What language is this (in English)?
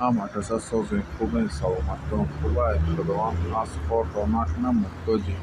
Tajik